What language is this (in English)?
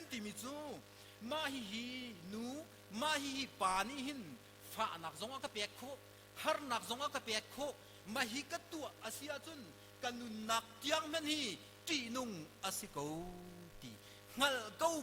Hakha Chin